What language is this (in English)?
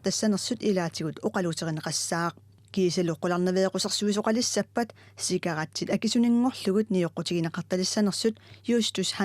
Kalaallisut